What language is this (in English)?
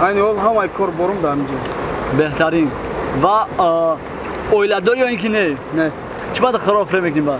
Tajik